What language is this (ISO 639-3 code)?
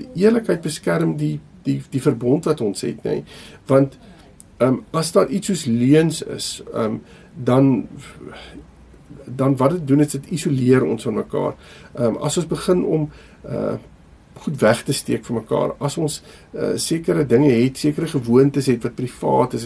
afr